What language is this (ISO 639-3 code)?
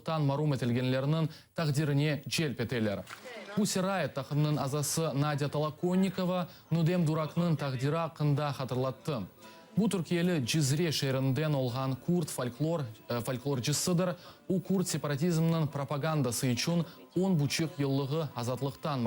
crh